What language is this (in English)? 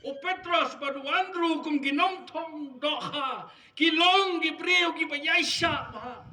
Khasi